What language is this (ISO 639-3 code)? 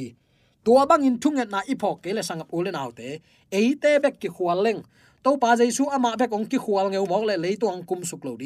ctd